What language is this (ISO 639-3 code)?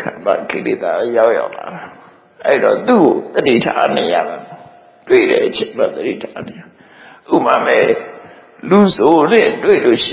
mya